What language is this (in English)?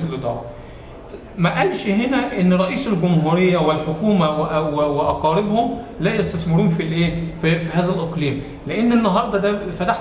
Egyptian Arabic